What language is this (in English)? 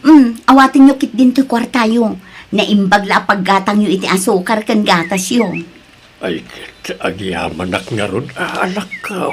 Iloko